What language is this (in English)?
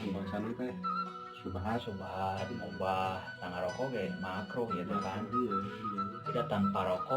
Sundanese